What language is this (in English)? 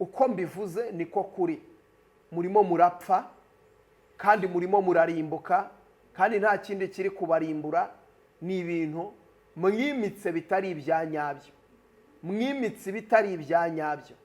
Kinyarwanda